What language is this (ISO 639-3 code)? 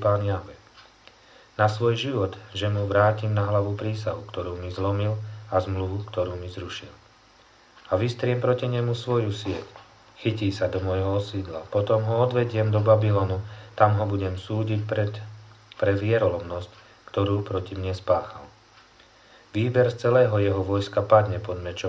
slk